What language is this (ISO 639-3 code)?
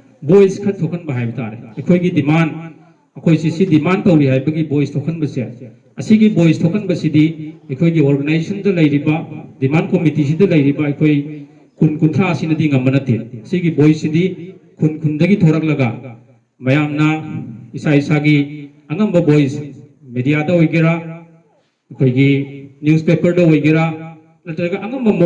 mni